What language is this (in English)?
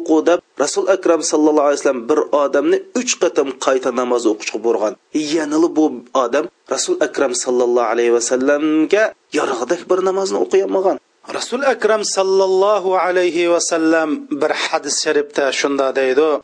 Uyghur